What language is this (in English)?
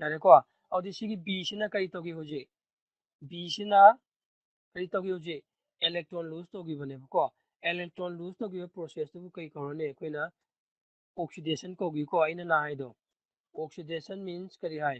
Manipuri